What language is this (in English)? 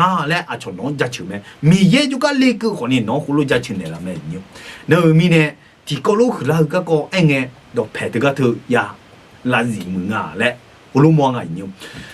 Akha